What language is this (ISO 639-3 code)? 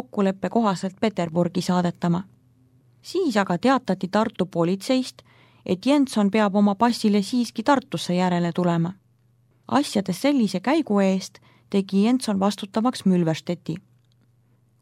est